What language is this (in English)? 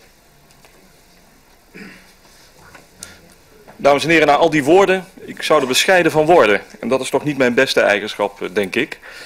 Dutch